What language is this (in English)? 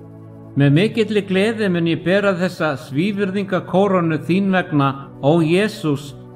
Icelandic